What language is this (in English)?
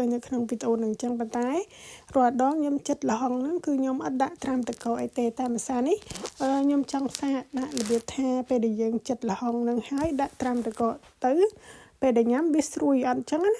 Khmer